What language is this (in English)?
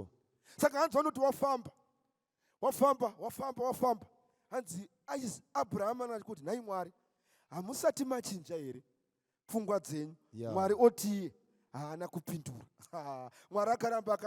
Shona